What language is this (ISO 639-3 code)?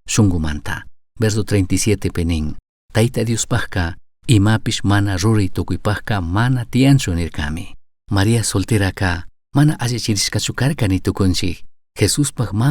qug